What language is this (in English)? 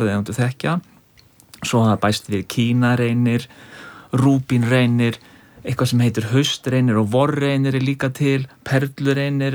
Icelandic